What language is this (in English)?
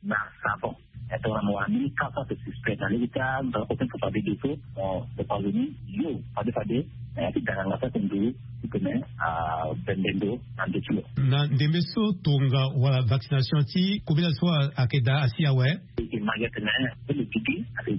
Sango